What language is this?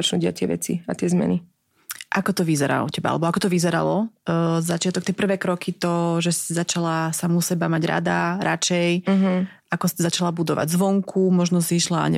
Slovak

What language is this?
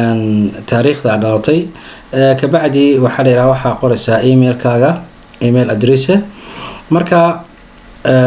Somali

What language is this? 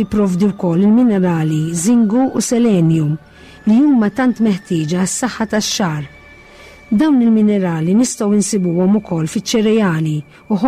Maltese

